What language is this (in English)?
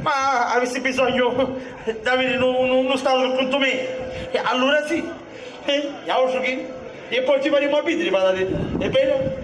Sicilian